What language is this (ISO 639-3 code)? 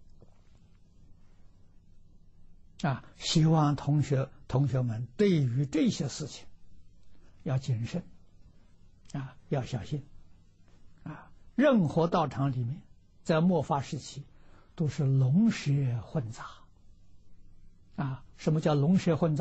zho